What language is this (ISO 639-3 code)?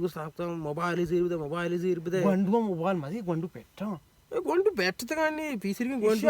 bal